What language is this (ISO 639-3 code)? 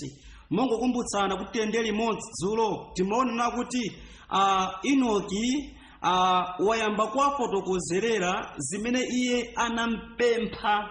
nya